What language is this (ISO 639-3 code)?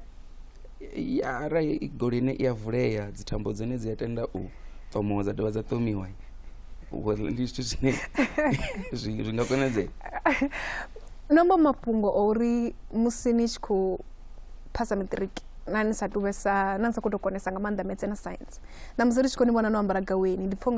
ven